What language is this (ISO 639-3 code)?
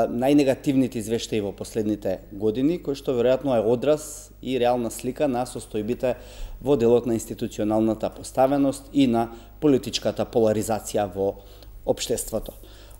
mkd